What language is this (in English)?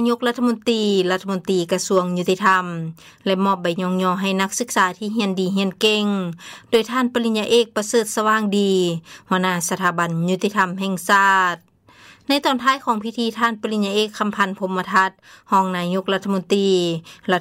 Lao